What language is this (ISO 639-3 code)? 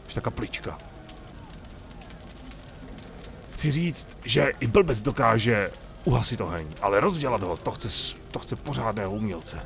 ces